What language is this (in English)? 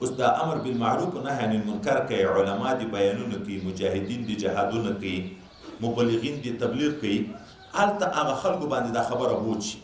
Pashto